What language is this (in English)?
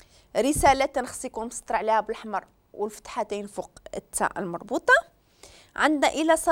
Moroccan Arabic